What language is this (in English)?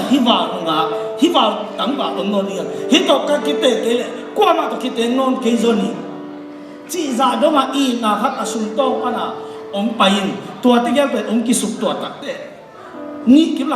Tedim Chin